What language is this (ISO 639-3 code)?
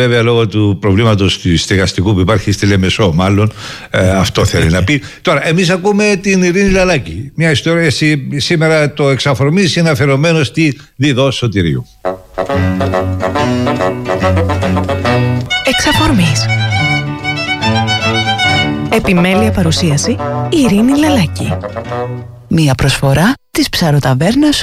ell